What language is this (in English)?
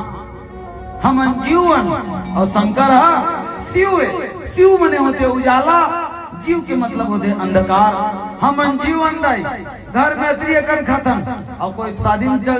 Chhattisgarhi